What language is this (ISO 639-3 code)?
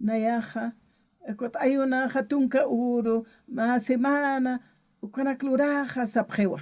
aym